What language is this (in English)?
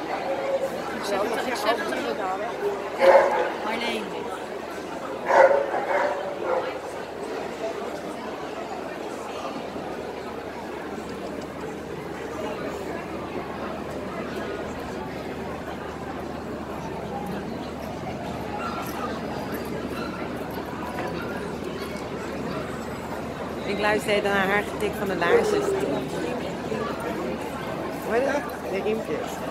Dutch